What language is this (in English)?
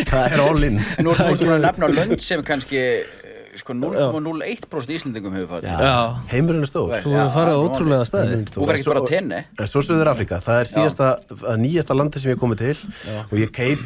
Icelandic